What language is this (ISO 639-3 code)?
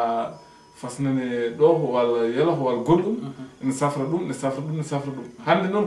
ful